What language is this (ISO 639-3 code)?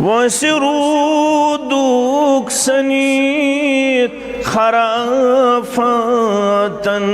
kas